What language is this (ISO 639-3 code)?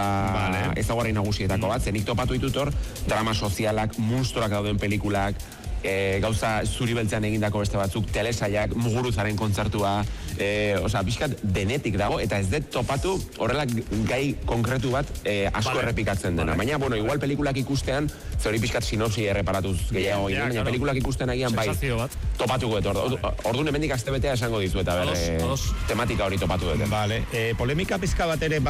eus